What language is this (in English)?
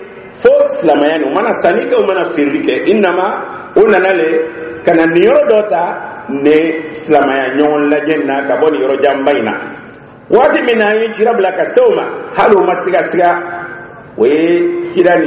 Dyula